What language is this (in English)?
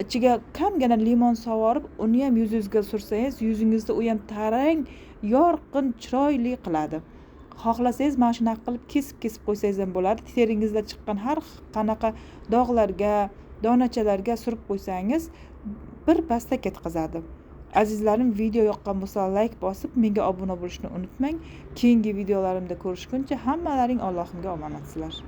Uzbek